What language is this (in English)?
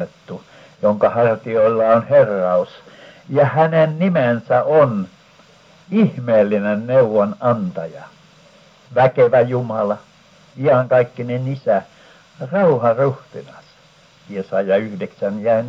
Finnish